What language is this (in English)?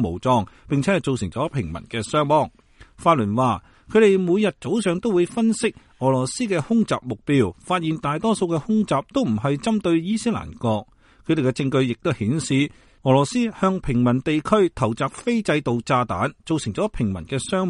Cantonese